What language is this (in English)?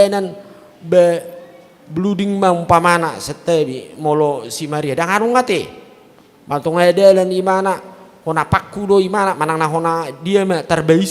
Batak Toba